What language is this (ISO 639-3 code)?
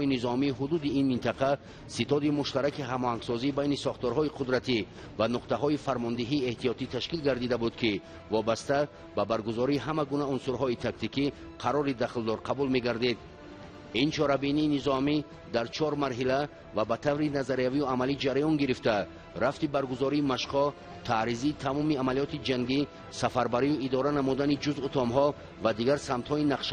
tgk